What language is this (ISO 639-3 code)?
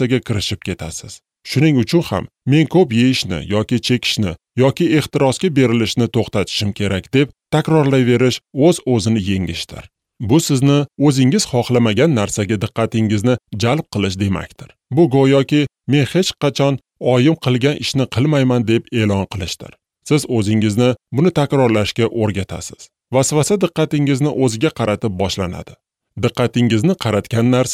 uzb